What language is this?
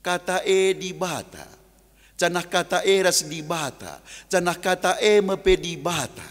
Batak Karo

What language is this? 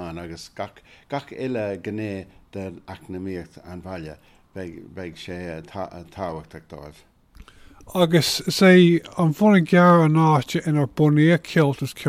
Irish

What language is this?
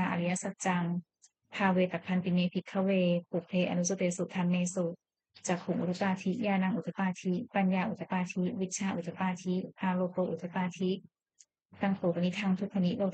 Pali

